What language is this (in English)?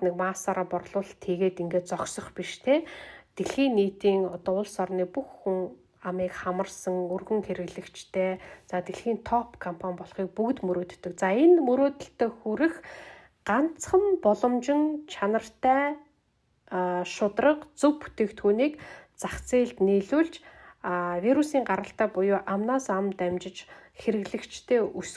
Mongolian